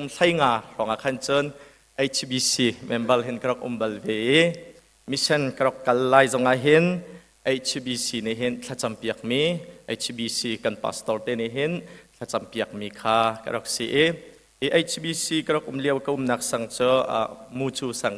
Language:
Hakha Chin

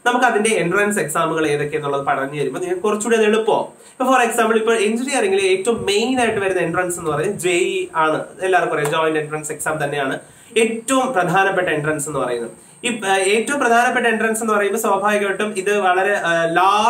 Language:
Malayalam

